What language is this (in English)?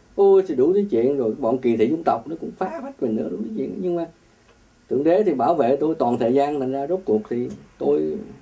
Vietnamese